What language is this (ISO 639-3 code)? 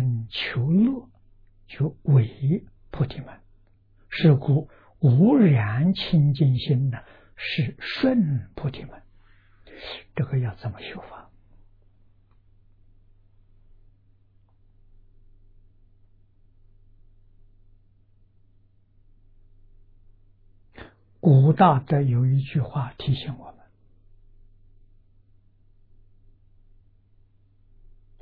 zho